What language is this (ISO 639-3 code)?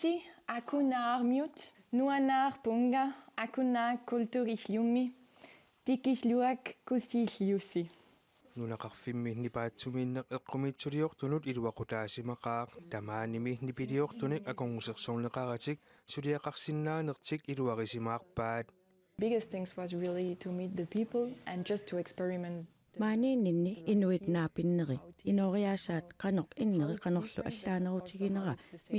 kal